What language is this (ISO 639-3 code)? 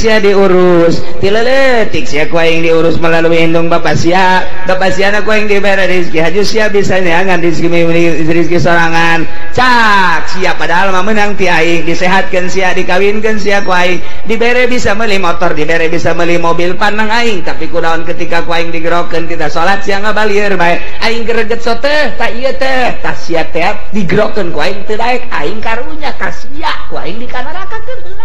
sun